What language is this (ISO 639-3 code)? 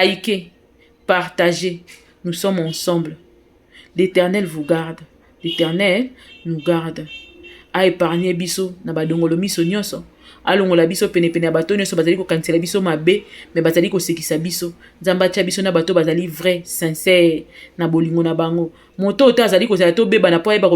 lin